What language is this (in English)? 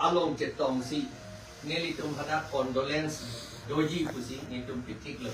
Karbi